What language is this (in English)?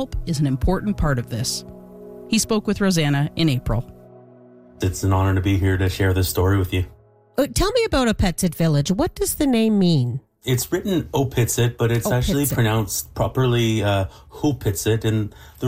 English